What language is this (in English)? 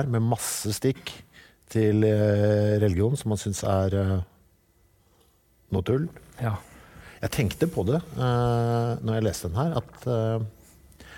Norwegian